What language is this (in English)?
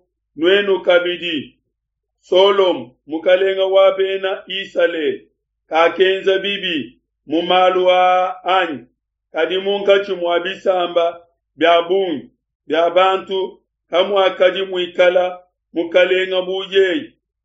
Luba-Lulua